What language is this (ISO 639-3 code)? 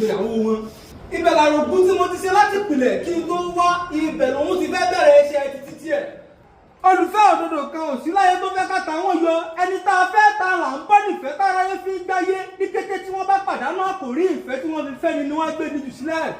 yor